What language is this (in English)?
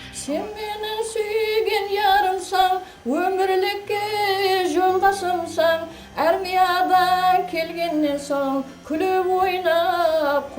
Kara-Kalpak